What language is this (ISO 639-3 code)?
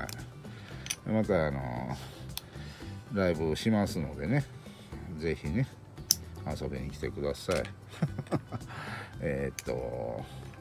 jpn